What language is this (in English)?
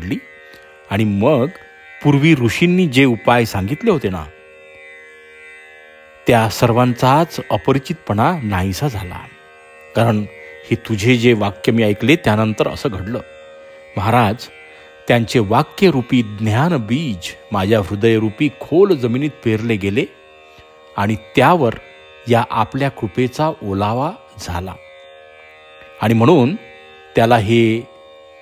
Marathi